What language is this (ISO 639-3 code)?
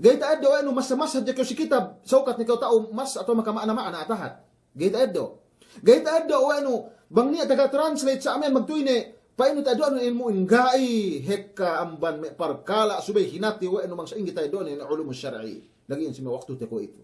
yka